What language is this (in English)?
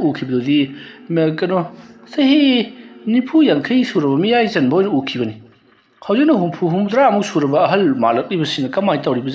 Manipuri